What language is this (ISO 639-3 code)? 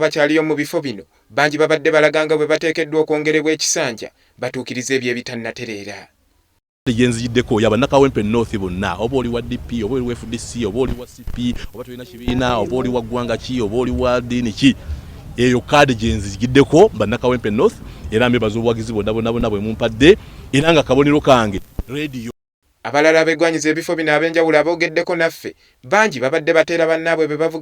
lug